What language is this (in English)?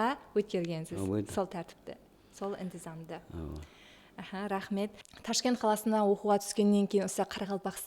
Kara-Kalpak